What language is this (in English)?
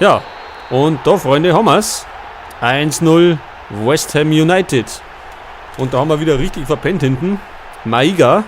Bavarian